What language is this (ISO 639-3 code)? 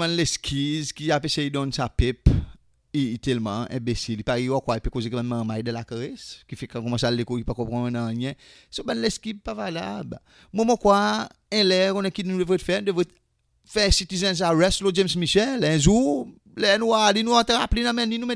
crs